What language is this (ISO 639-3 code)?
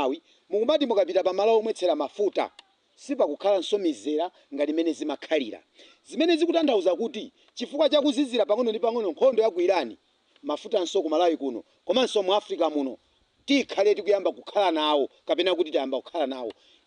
nya